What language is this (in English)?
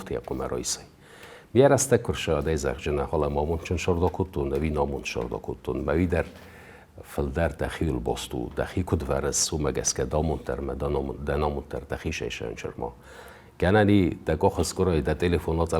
Ossetic